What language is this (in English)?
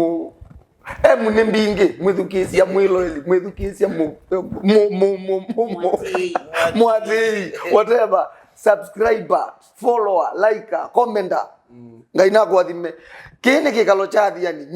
Kamba